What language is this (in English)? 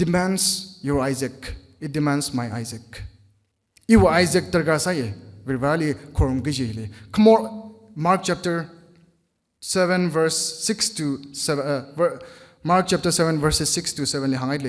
Tangkhul Naga (India)